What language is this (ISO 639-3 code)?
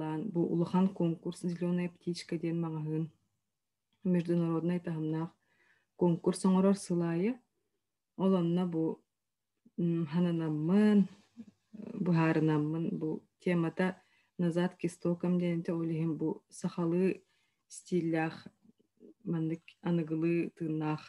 sah